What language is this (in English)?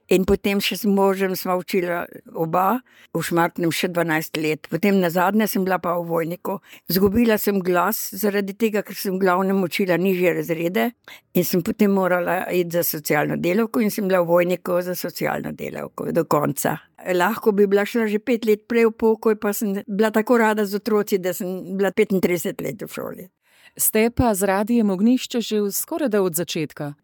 Slovenian